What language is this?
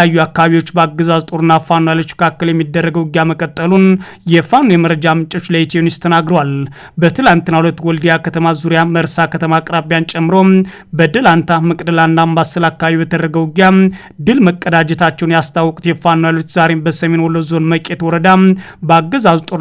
Amharic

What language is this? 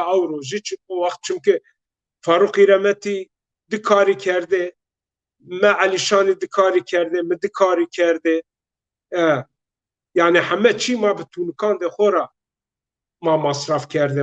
Zaza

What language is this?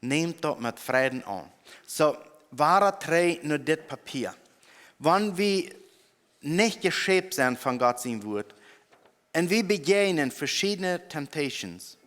Plautdietsch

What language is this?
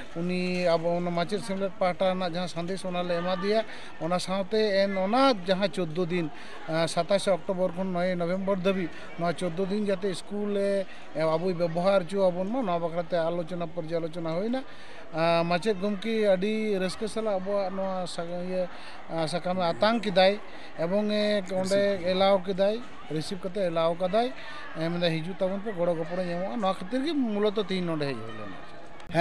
Santali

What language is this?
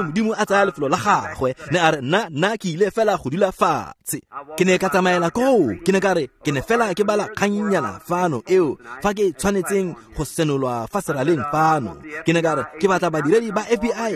Tswana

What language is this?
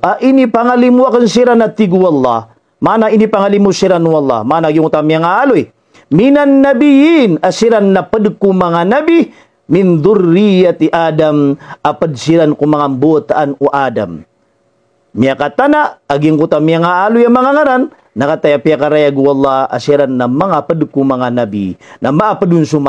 Maranao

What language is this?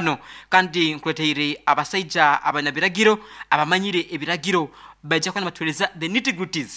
Nyoro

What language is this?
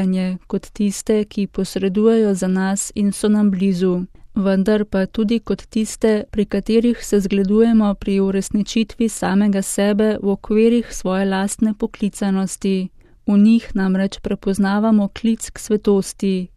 Slovenian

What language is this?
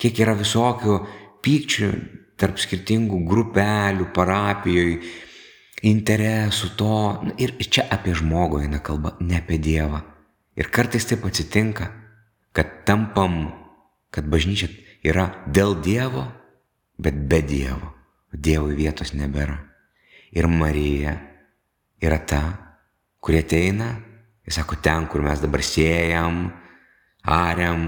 Lithuanian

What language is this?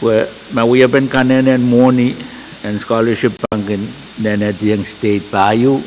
Pohnpeian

